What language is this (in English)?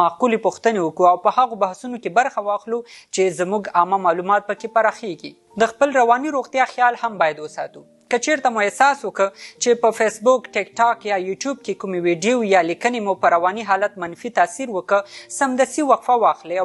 Pashto